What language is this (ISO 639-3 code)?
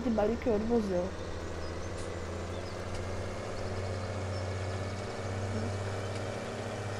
ces